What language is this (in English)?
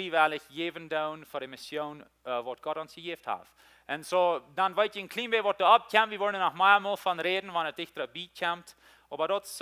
Plautdietsch